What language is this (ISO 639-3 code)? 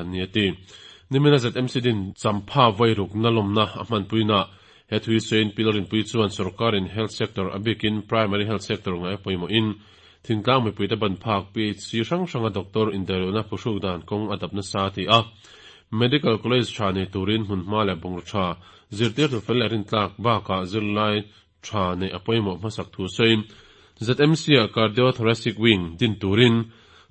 lus